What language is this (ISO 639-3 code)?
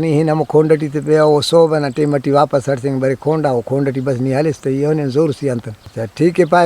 brh